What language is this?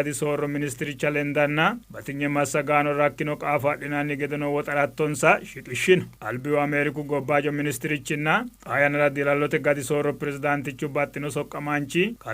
Sidamo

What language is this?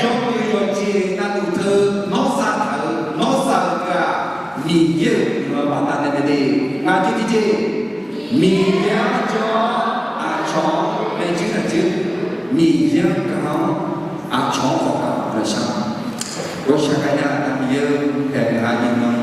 Akha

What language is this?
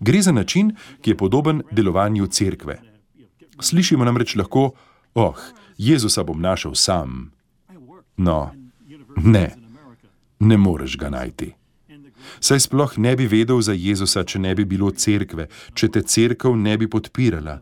Slovenian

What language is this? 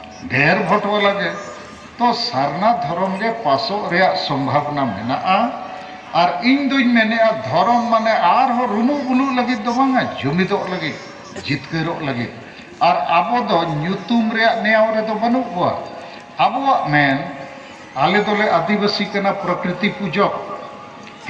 Santali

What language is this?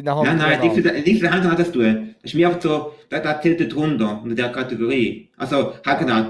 Swiss German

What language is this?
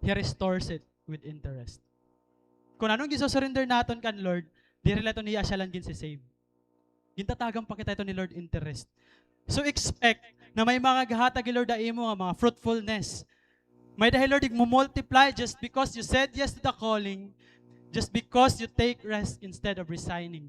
Waray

